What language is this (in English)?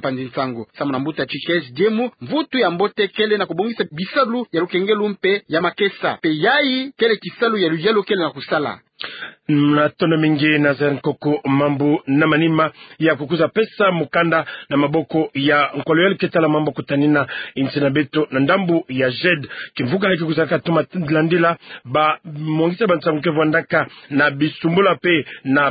Kituba (Democratic Republic of Congo)